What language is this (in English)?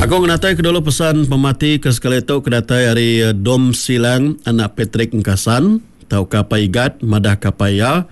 Iban